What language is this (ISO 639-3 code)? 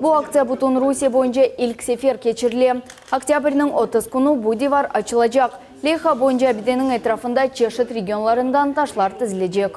crh